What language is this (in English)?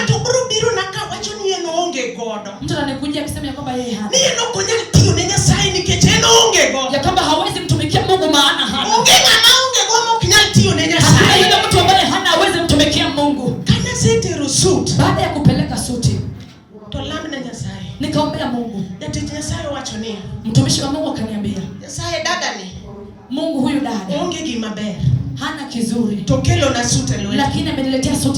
Luo (Kenya and Tanzania)